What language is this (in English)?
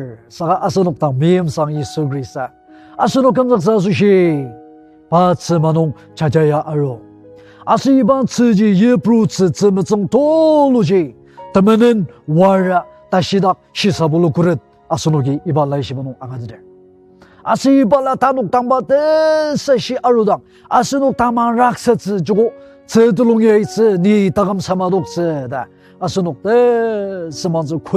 Ao Naga